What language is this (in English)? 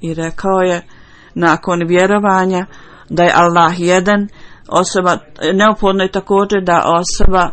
Bosnian